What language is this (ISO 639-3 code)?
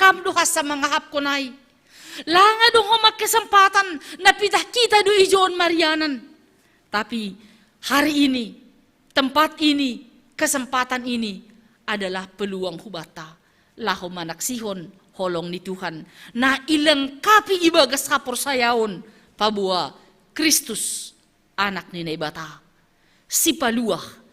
bts